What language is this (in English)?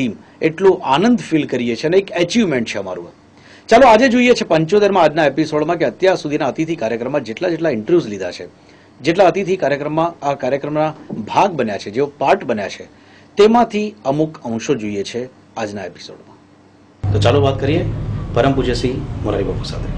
Gujarati